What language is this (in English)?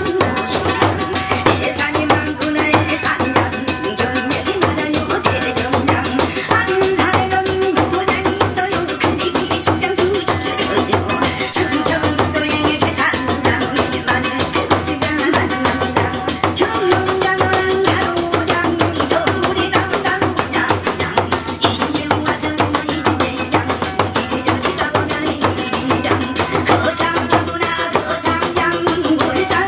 Korean